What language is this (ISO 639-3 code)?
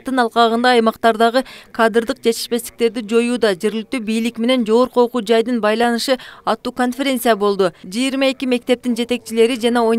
kir